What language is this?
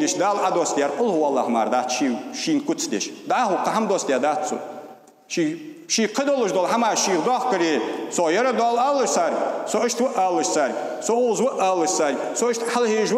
Ingush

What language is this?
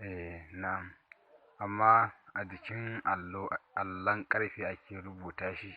Hausa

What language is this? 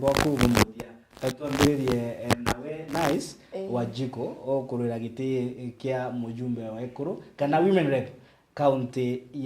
Meru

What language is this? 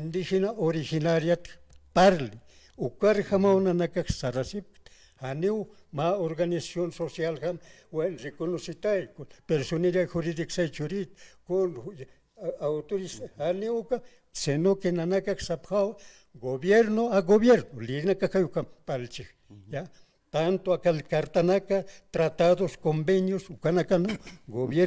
Aymara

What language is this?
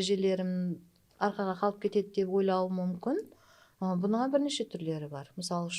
Kara-Kalpak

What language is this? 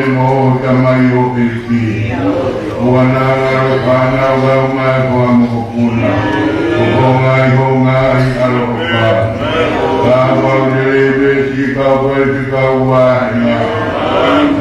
Tongan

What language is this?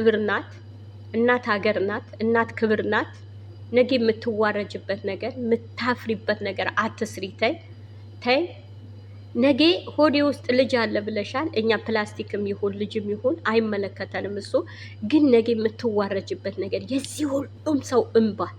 Amharic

